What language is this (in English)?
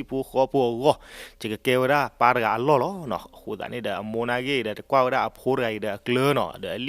S'gaw Karen